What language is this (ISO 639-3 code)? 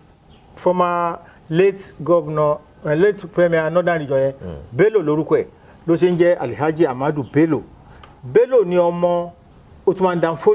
yor